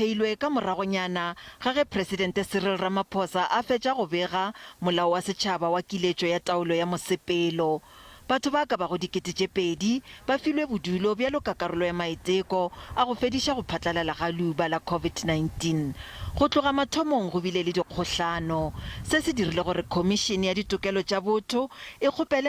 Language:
Northern Sotho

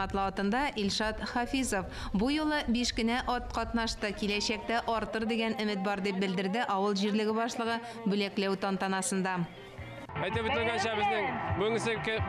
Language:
Tatar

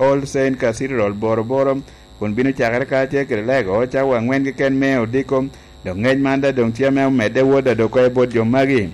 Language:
Lango (Uganda)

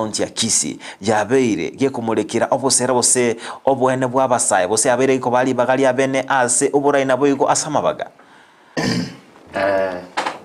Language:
Gusii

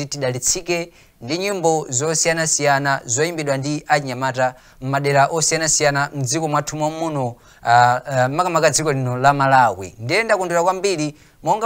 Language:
Nyanja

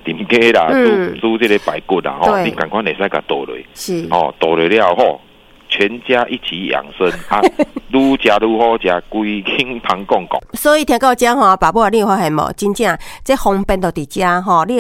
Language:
Min Nan Chinese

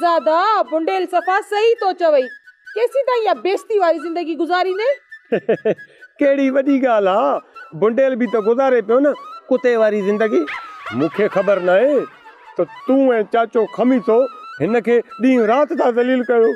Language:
Sindhi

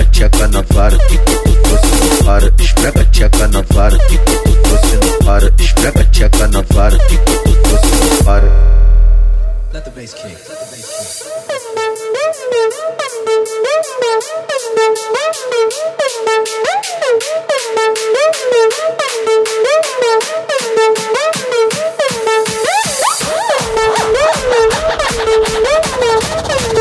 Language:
Portuguese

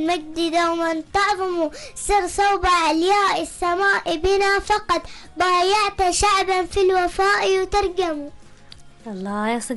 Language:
Arabic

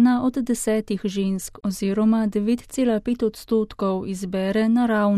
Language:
Slovenian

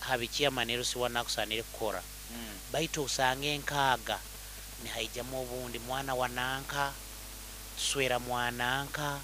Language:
Nyoro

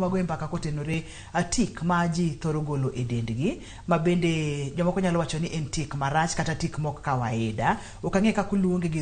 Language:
Luo (Kenya and Tanzania)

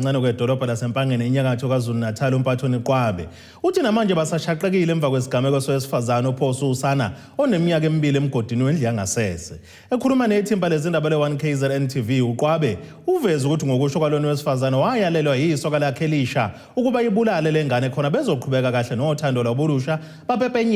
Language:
Zulu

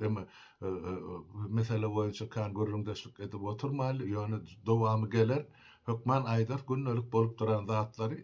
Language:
Turkmen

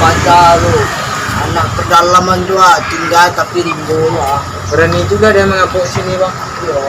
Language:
Minangkabau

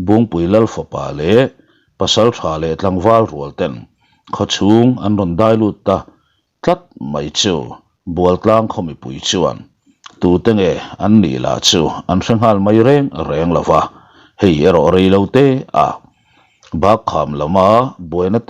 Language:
Mizo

